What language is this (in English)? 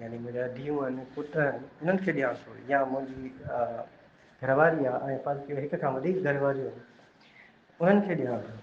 Sindhi